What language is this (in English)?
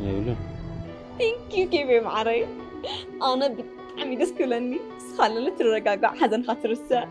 Tigrinya